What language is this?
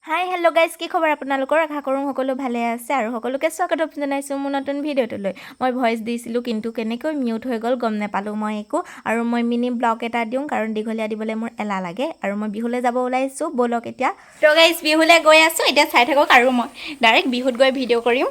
Assamese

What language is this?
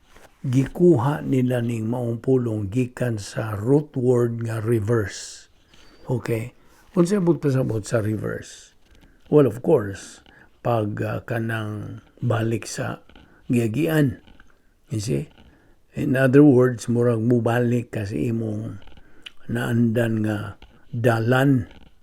Cebuano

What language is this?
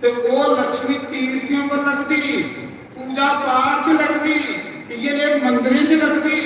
Dogri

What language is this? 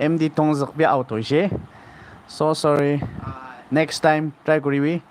Naga Pidgin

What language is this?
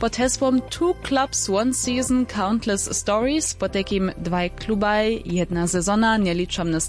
Upper Sorbian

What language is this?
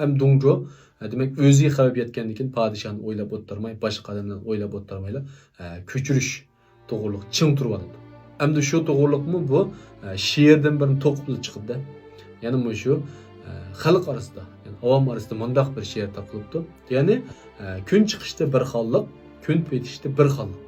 Uyghur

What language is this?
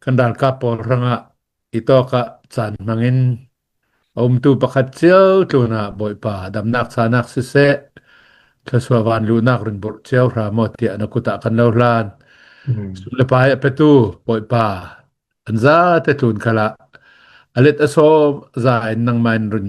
Hakha Chin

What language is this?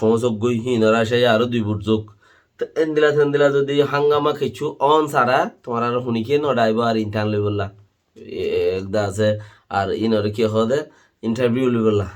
Rohingya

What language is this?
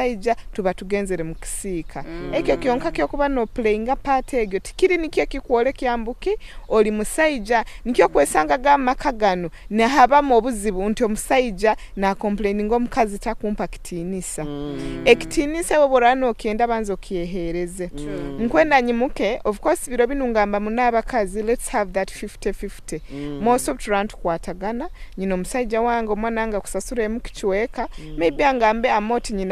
Nyoro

